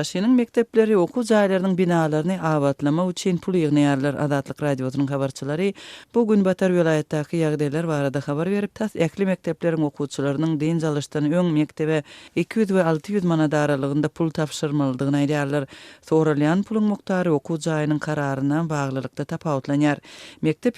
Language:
Turkmen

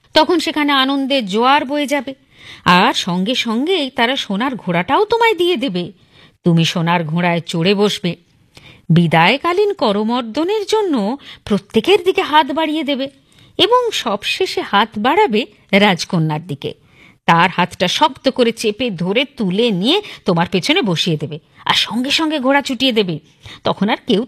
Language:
Bangla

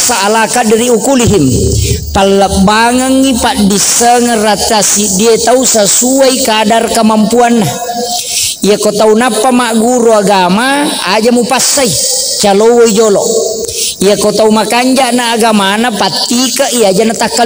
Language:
Buginese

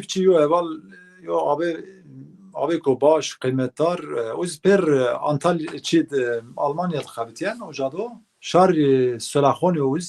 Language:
Zaza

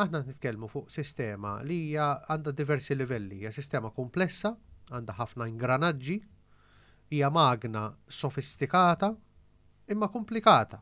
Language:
Maltese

